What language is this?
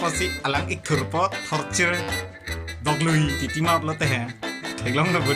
Karbi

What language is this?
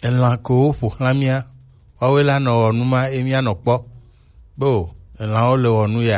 Gen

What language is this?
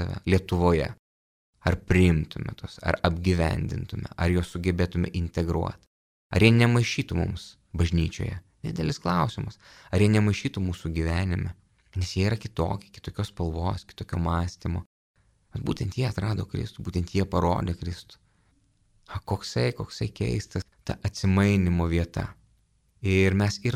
Lithuanian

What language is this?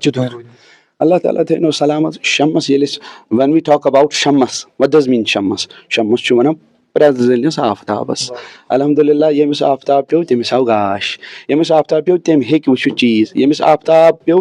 Kashmiri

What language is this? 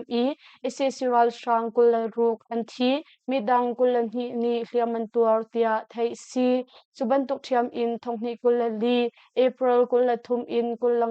Hakha Chin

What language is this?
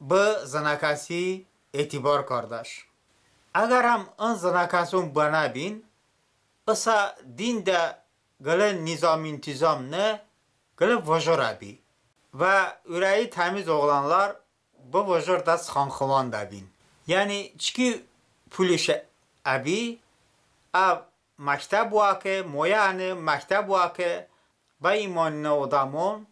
Talysh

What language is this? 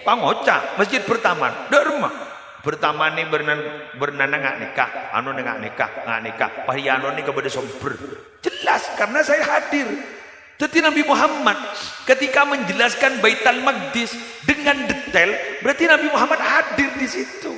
Madurese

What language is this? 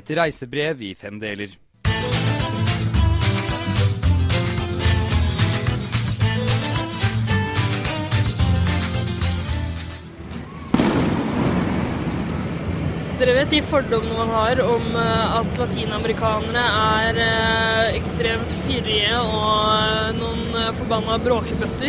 Norwegian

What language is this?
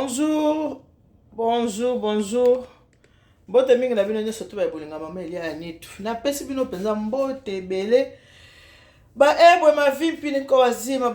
Lingala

